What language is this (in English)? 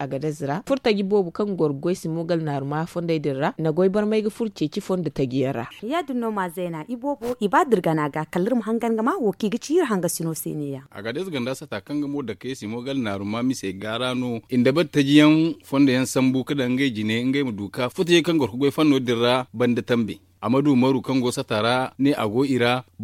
Zarma